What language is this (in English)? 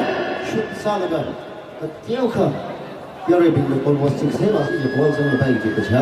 Tangkhul Naga (India)